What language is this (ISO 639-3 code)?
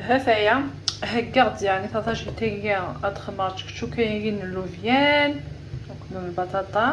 kab